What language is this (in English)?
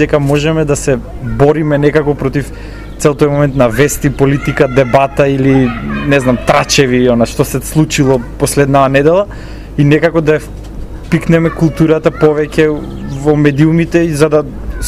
Macedonian